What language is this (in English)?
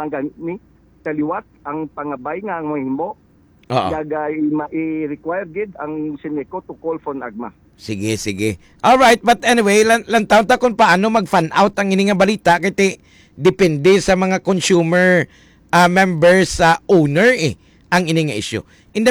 Hiligaynon